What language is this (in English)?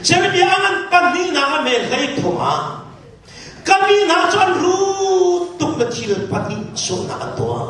Hakha Chin